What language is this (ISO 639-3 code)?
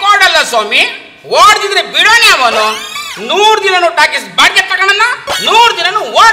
kan